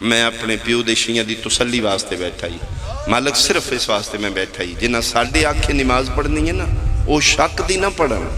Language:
Pahari-Potwari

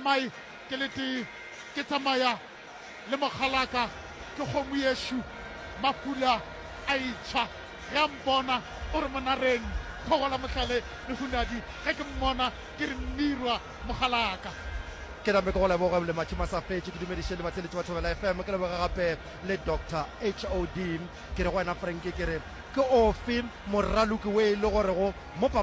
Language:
Northern Sotho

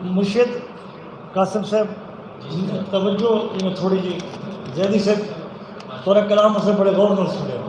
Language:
Saraiki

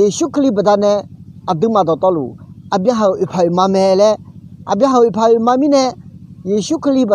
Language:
Akha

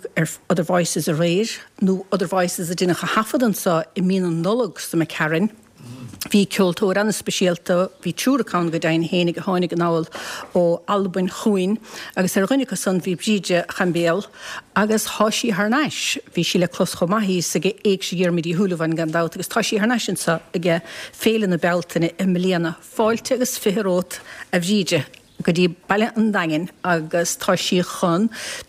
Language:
Irish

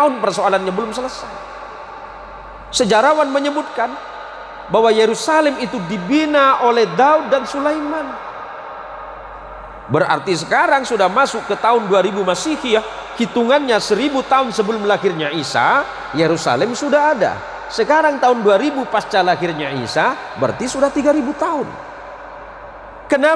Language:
Indonesian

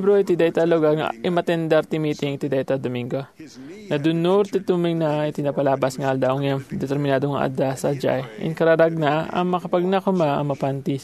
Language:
Iloko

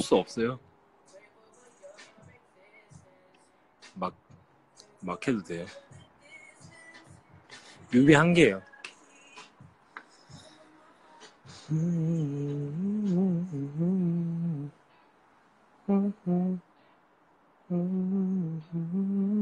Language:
Korean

